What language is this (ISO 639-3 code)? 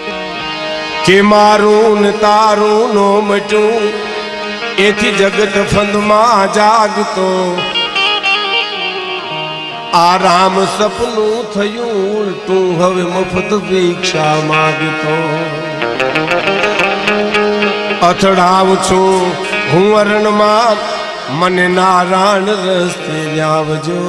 guj